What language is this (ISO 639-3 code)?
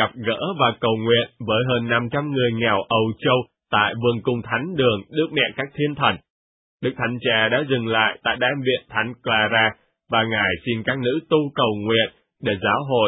vie